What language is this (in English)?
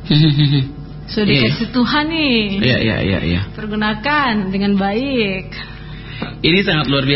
Indonesian